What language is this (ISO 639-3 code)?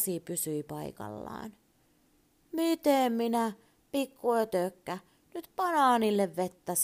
fin